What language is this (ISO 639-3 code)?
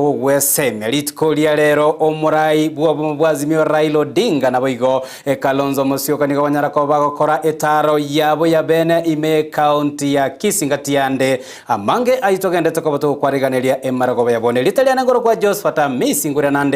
guz